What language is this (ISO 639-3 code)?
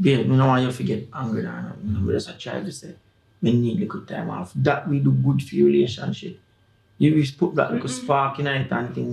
jam